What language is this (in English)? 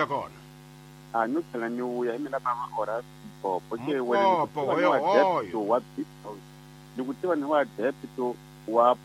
Tsonga